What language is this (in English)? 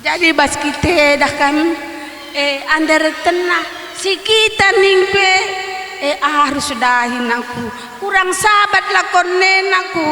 Batak Karo